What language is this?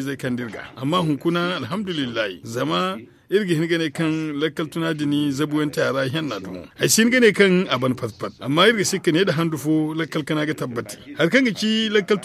Zarma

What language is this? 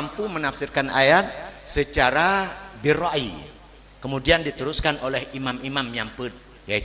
Achinese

